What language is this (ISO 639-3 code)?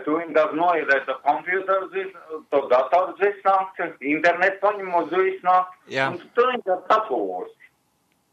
lav